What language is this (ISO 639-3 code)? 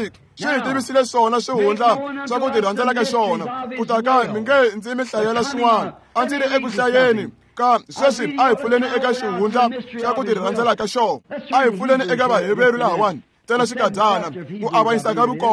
tso